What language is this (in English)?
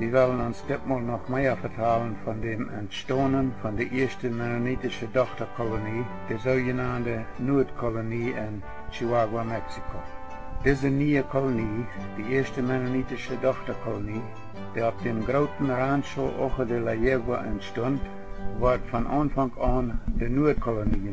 Plautdietsch